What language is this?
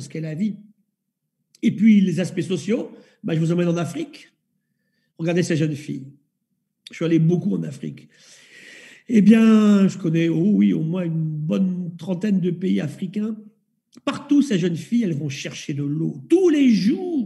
French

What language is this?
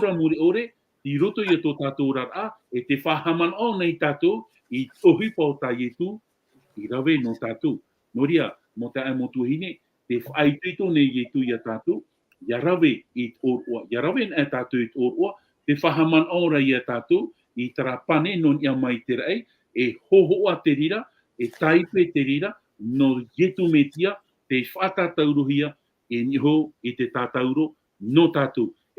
Tahitian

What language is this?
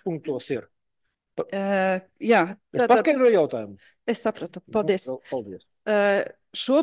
Latvian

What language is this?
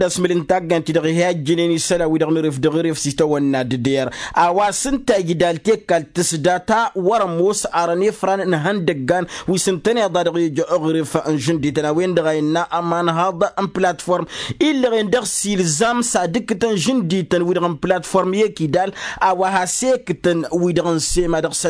Tamasheq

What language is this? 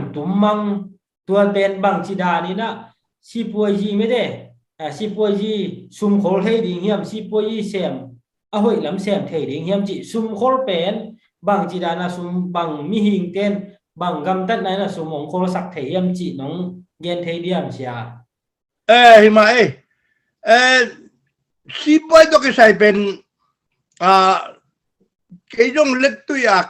Tedim Chin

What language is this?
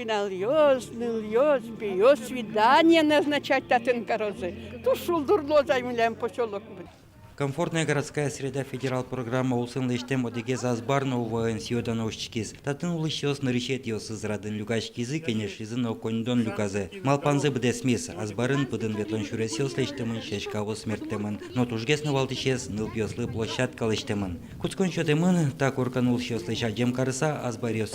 Udmurt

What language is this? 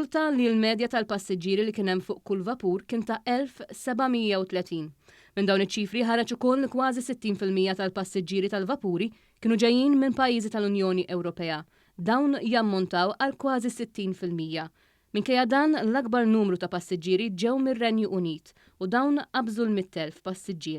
Maltese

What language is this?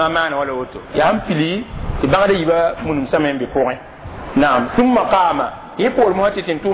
Mossi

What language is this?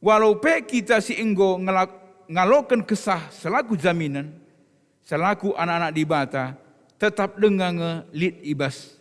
Batak Karo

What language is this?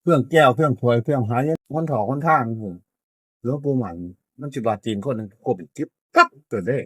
Northeastern Thai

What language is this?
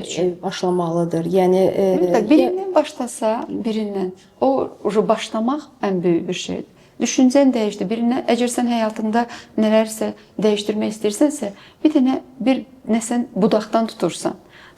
Azerbaijani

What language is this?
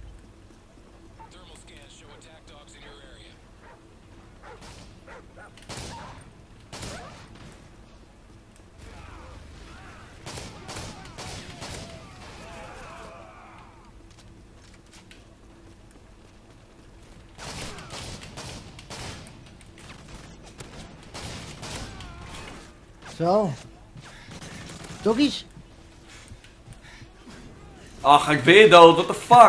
Dutch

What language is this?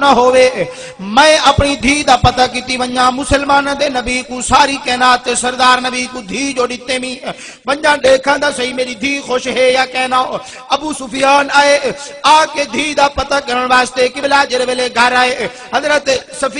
Saraiki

